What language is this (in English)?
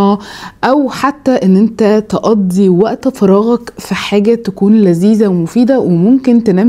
Egyptian Arabic